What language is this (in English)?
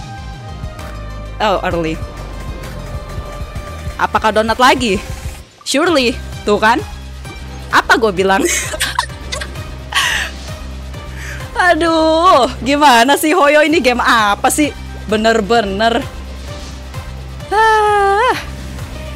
Indonesian